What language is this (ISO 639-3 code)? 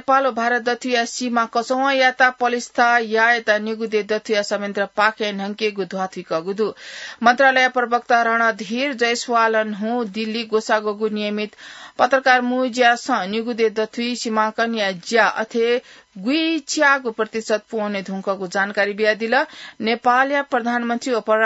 new